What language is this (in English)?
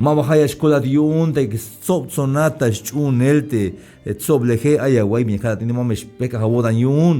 Tzeltal